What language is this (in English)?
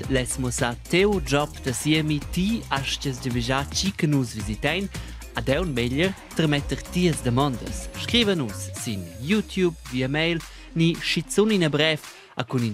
Romansh